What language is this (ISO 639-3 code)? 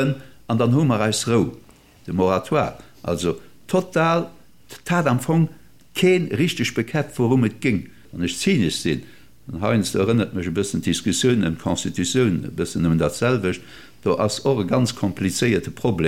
ltz